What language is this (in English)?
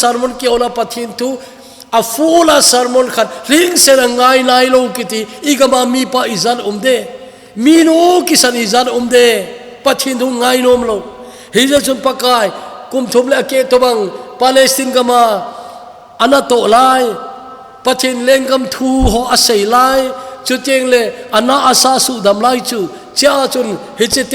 Thado Chin